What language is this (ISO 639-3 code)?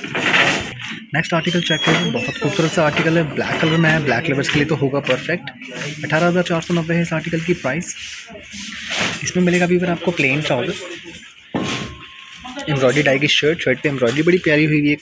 hin